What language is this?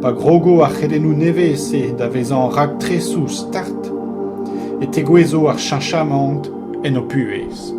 Breton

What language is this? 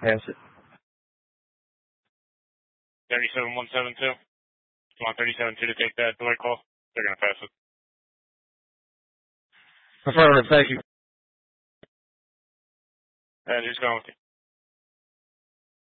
English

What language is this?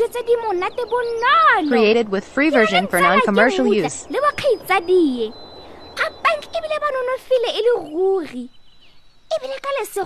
Tswana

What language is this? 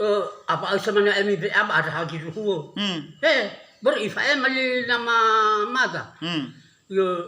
Nias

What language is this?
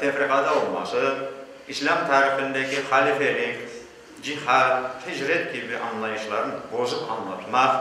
Crimean Tatar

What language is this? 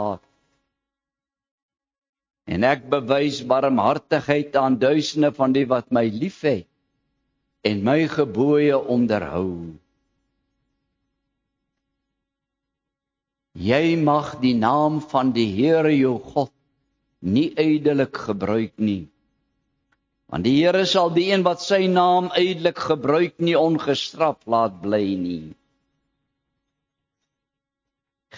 Afrikaans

